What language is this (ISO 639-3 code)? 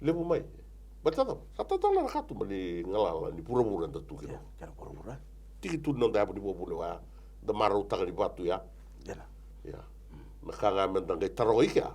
fij